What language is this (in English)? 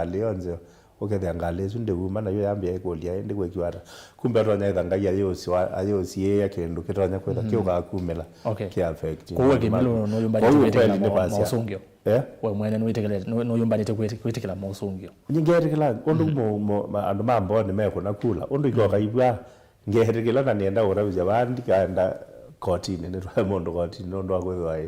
Kamba